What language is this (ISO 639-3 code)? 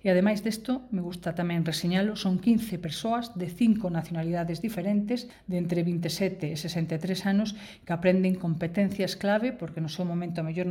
glg